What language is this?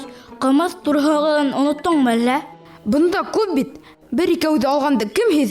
Bashkir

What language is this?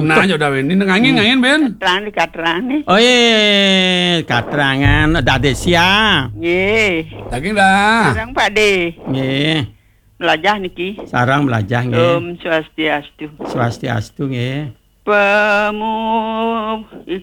Balinese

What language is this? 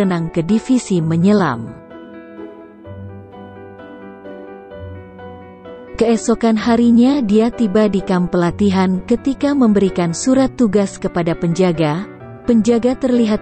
Indonesian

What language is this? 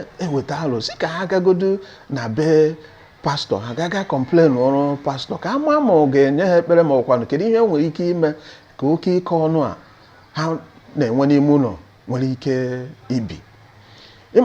Igbo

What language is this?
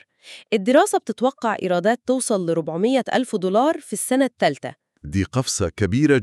Egyptian Arabic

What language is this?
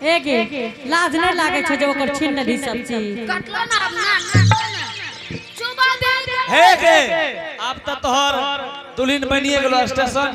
Angika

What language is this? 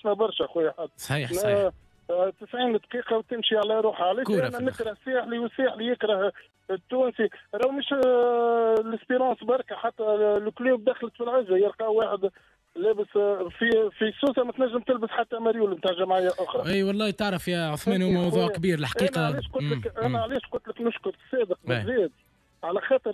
Tunisian Arabic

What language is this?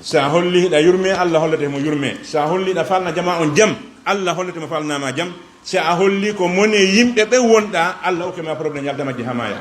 Fula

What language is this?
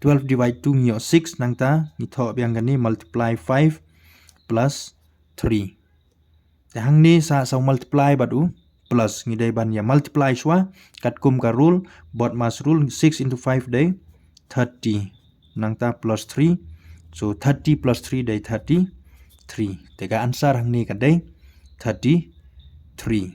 Khasi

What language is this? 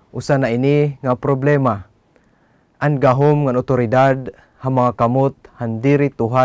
Waray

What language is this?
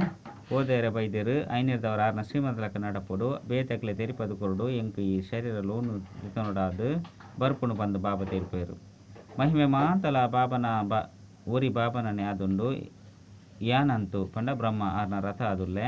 Tulu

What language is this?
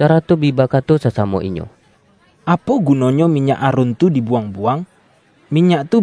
Minangkabau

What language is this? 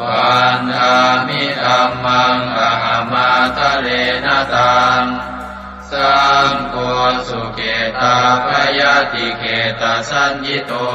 Pali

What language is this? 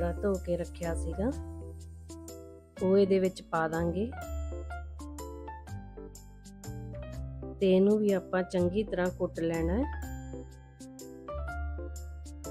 Punjabi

